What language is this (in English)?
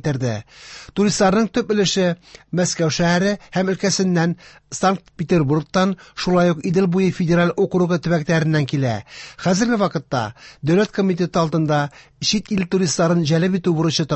Tatar